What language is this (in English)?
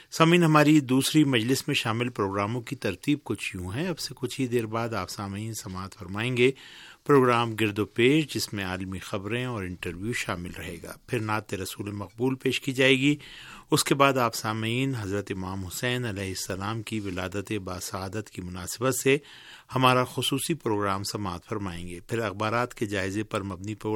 Urdu